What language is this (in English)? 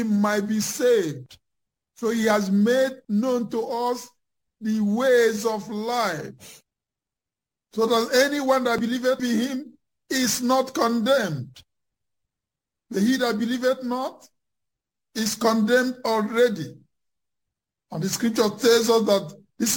English